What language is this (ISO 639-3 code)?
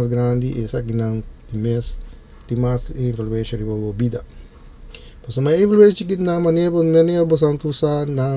pap